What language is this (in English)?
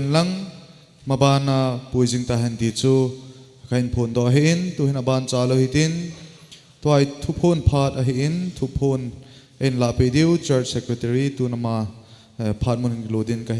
Thado Chin